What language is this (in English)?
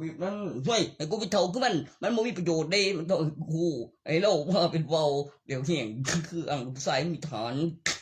Northeastern Thai